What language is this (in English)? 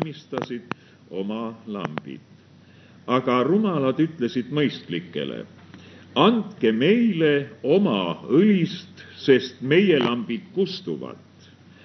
Estonian